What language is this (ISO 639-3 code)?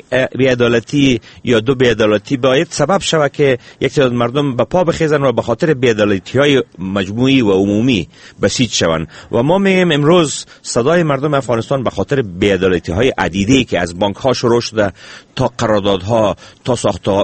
fas